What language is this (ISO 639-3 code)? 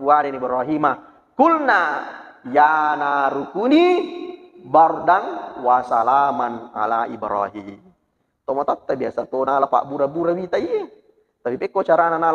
bug